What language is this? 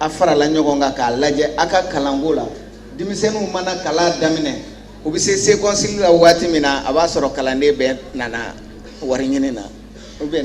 Bambara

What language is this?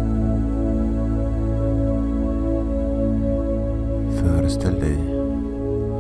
Swedish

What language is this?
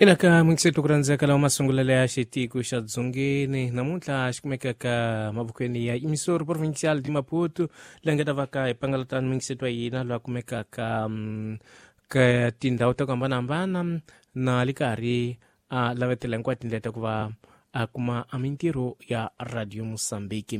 Tsonga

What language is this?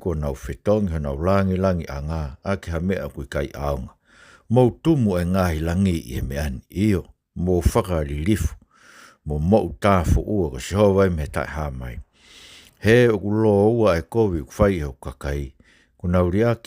Tongan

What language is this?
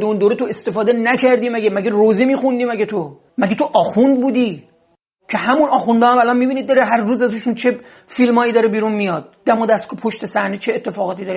Persian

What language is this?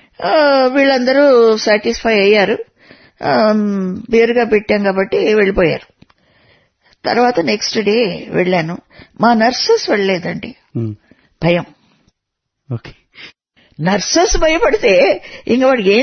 Telugu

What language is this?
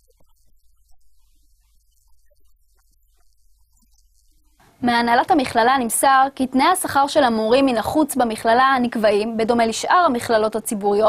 Hebrew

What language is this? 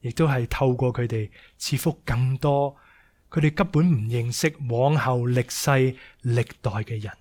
Cantonese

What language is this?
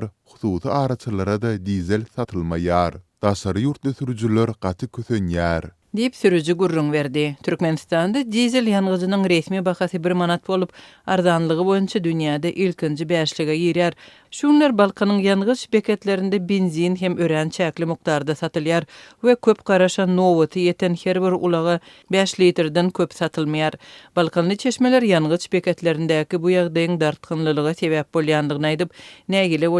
Turkmen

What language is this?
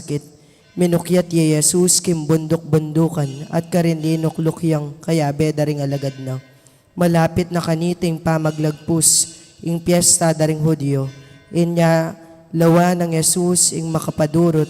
Pampanga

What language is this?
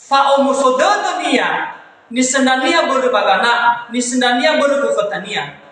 Nias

